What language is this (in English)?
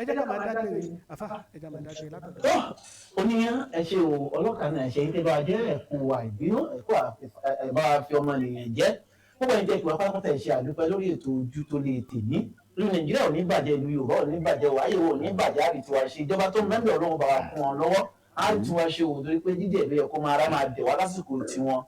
Yoruba